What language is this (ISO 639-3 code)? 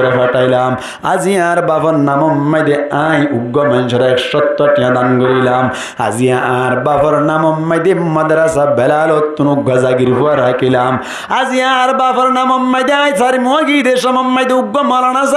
rhg